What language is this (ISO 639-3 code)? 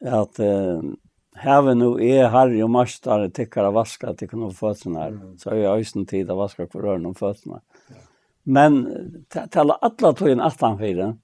fao